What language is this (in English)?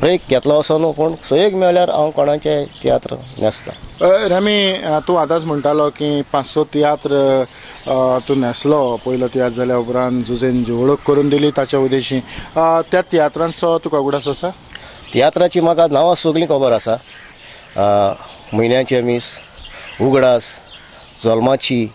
Konkani